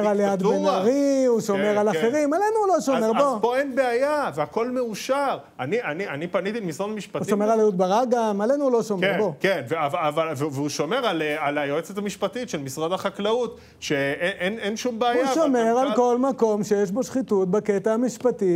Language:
Hebrew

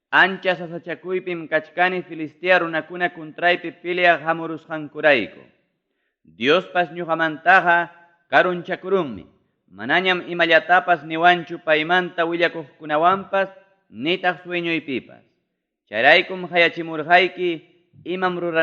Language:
Ayacucho Quechua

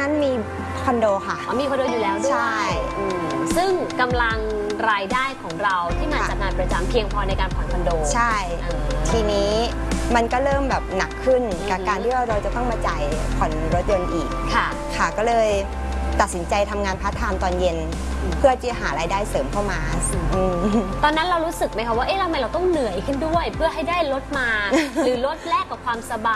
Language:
Thai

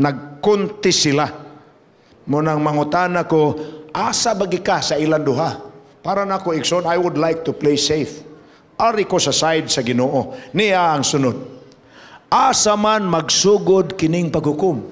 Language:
Cebuano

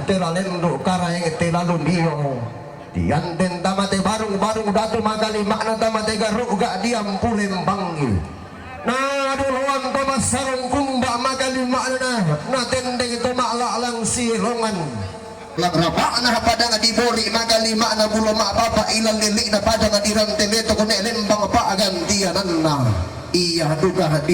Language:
Toraja-Sa'dan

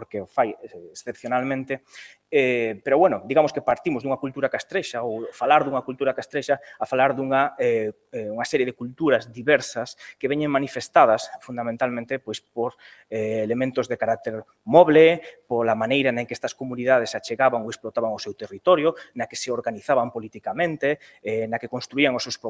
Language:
Galician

